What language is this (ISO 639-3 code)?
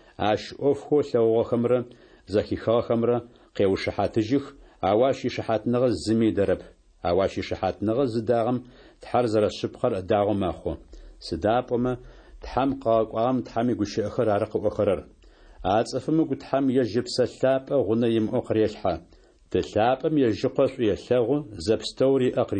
ady